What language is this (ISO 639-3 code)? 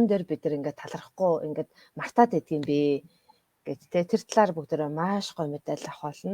mon